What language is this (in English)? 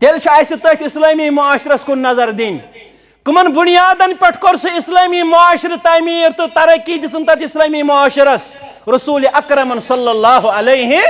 Kashmiri